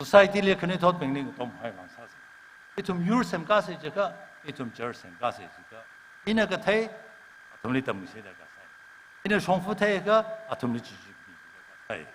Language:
Tangkhul Naga (India)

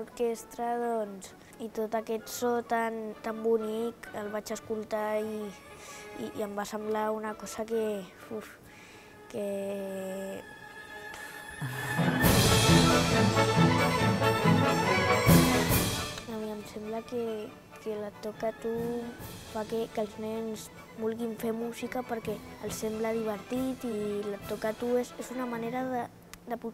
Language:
Catalan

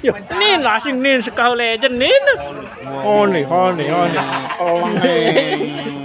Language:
Sasak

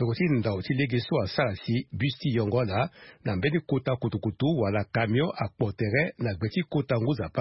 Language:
Sango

